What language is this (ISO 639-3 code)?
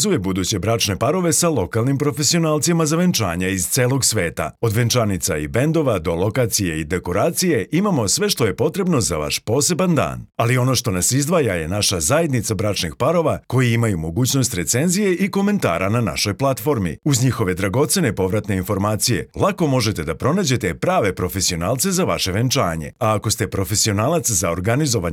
srp